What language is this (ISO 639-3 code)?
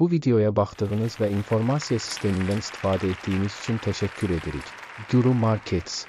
aze